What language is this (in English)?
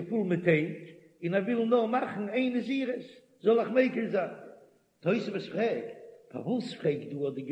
Yiddish